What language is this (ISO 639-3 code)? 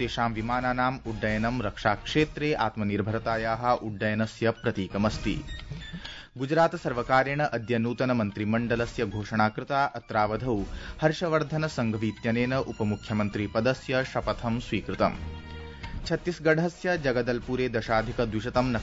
san